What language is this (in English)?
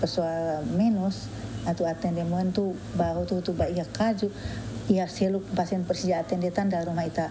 Tetum